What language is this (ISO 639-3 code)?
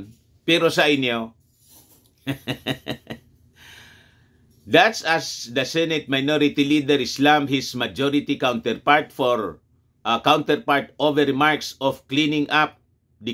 fil